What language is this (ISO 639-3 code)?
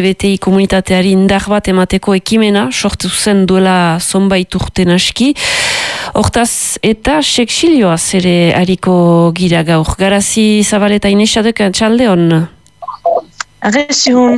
eus